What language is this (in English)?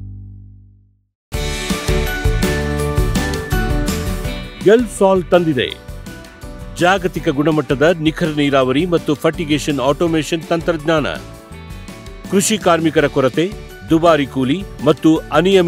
Kannada